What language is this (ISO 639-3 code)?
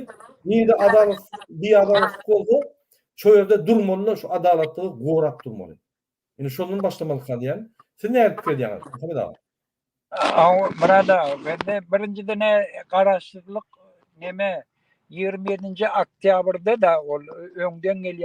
tuk